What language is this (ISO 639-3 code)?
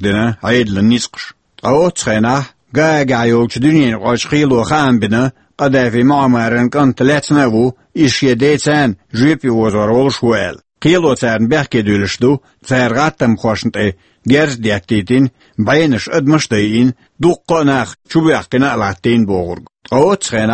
che